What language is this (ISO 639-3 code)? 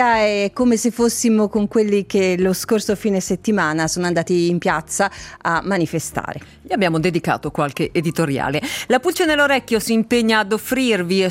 ita